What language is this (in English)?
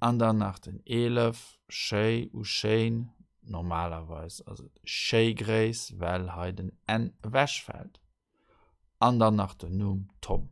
Luxembourgish